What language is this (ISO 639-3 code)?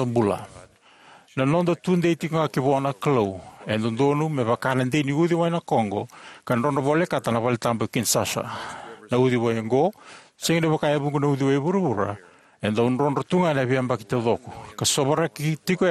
fij